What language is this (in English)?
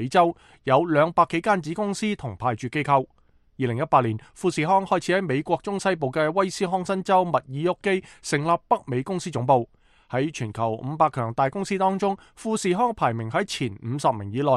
Cantonese